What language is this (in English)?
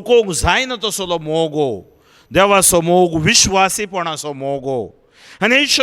Konkani